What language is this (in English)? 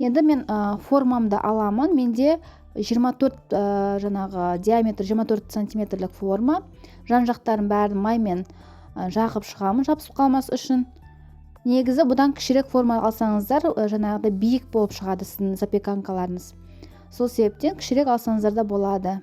Kazakh